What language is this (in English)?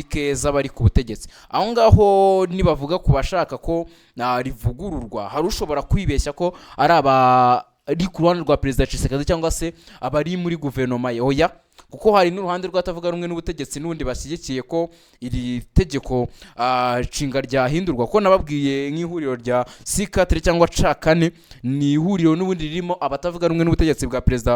Kinyarwanda